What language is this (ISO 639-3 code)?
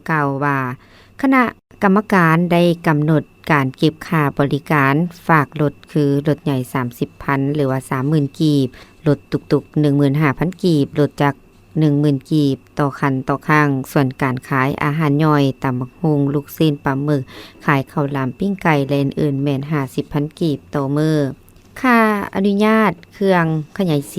lao